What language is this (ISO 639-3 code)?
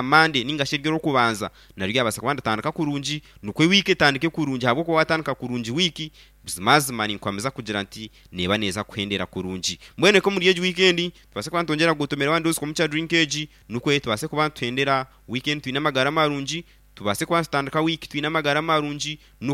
nyn